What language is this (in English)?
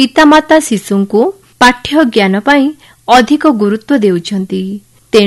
Odia